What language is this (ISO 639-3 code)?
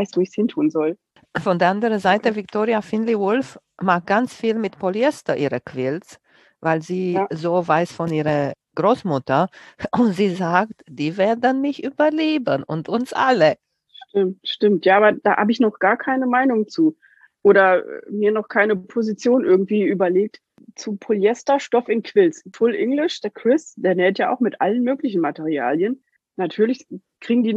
deu